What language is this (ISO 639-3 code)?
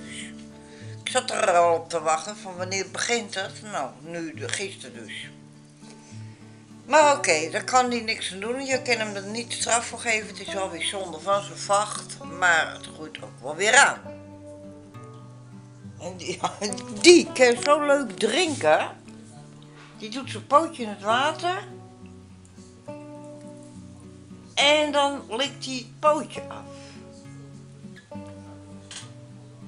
nld